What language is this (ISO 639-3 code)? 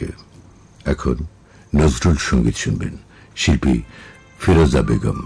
ben